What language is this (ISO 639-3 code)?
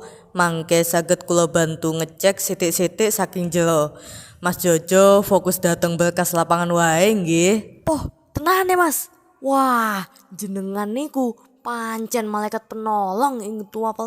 jav